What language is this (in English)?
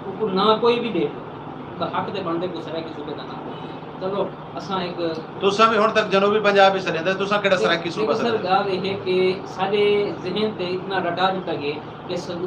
Saraiki